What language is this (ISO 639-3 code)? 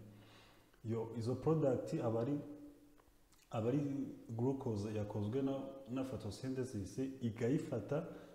kin